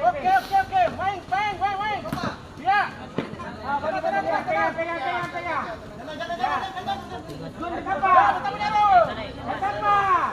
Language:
Ambonese Malay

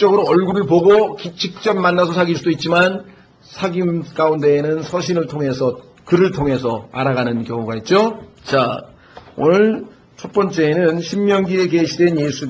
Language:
Korean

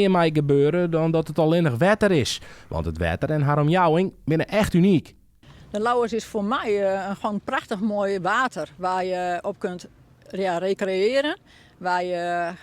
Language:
Western Frisian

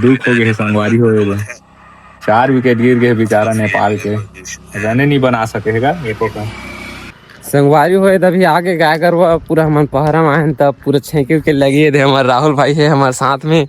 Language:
Chhattisgarhi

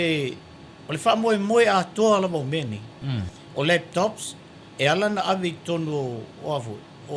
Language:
Samoan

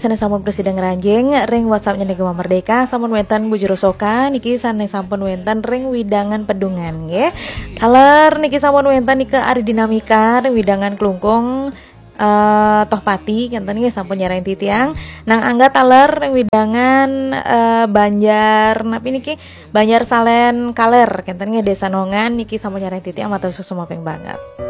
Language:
Balinese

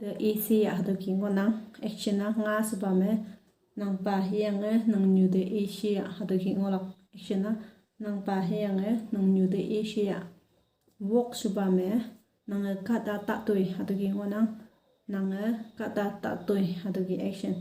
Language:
Konyak Naga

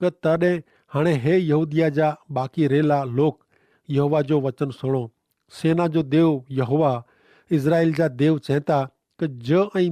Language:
Kachhi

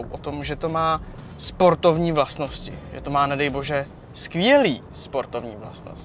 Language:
Czech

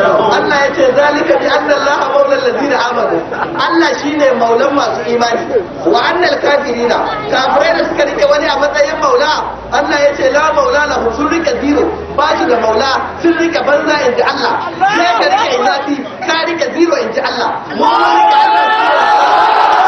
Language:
Hausa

